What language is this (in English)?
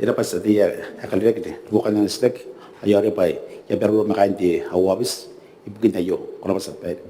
Gilbertese